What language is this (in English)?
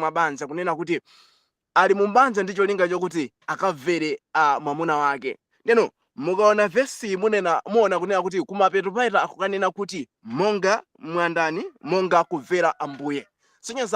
Nyanja